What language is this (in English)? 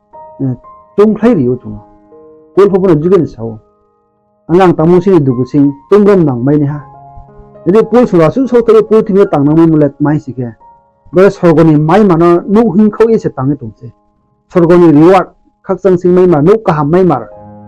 Riang (India)